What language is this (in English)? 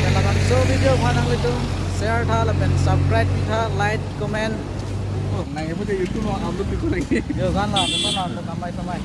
Karbi